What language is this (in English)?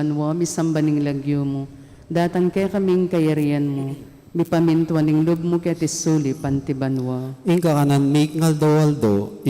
Pampanga